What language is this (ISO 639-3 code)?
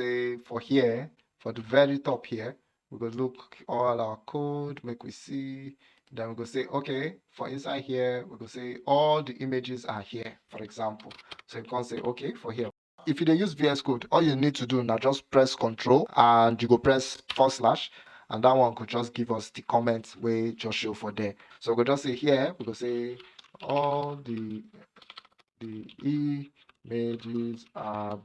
pcm